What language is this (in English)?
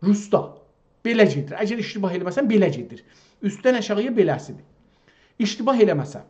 South Azerbaijani